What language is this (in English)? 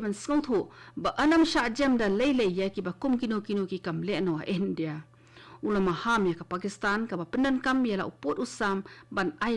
Khasi